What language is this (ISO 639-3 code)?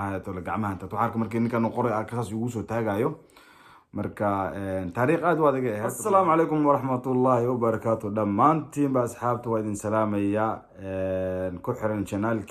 som